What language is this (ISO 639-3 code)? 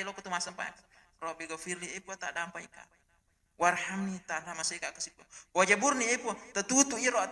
bug